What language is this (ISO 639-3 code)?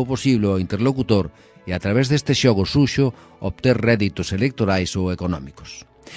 glg